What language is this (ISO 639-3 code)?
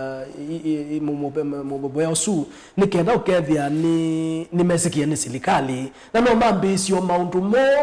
kam